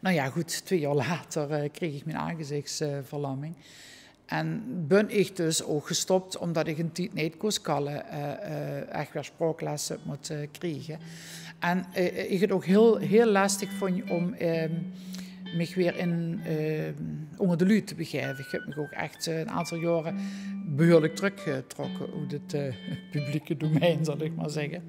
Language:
Limburgish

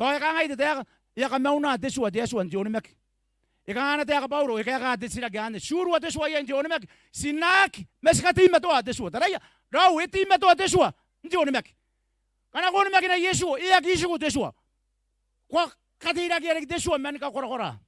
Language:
Gilbertese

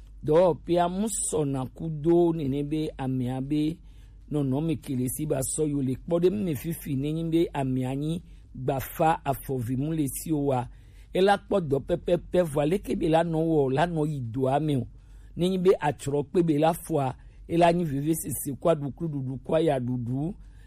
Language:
Gen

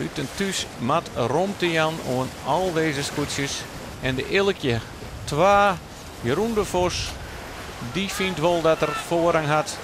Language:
Western Frisian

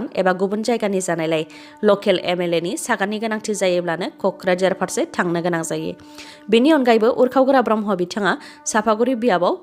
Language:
Bodo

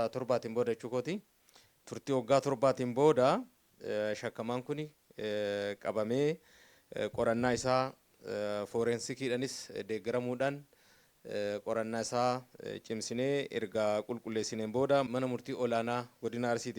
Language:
Oromo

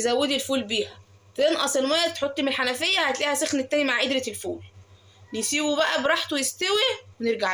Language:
Egyptian Arabic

